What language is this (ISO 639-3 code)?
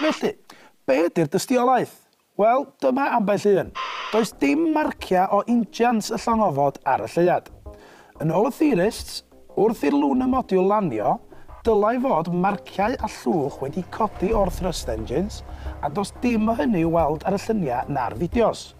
cym